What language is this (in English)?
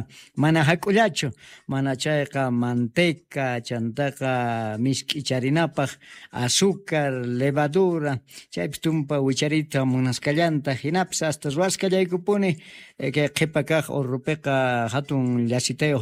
South Bolivian Quechua